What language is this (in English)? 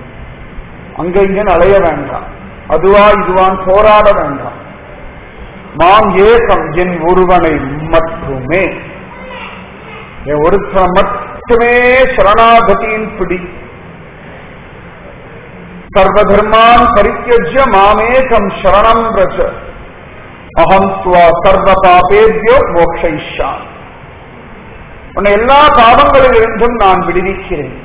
Tamil